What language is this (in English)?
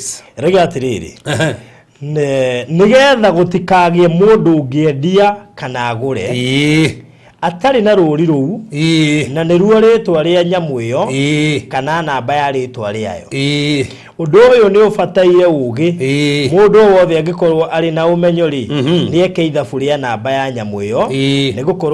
Kikuyu